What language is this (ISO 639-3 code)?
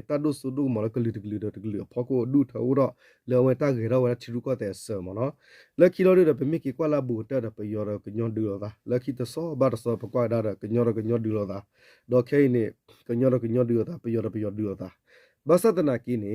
ksw